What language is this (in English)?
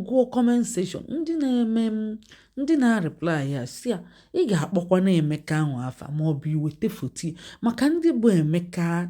Igbo